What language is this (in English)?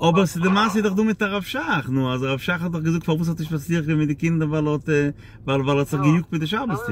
Yiddish